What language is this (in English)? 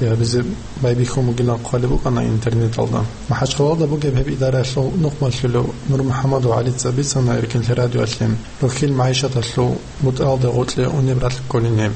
Avaric